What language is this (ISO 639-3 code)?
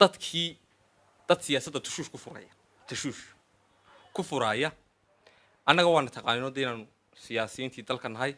som